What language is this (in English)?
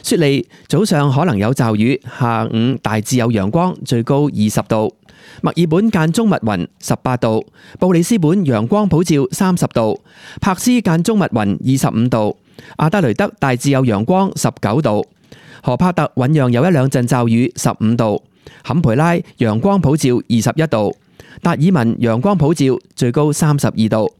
Cantonese